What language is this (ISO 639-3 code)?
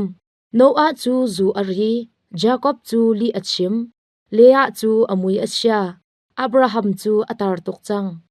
cnh